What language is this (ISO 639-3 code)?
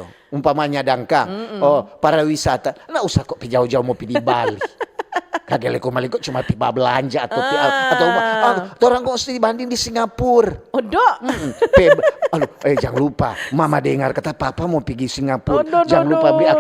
xmm